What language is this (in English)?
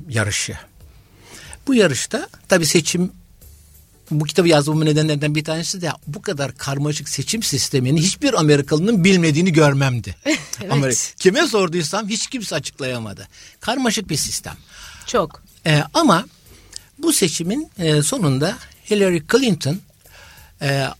Turkish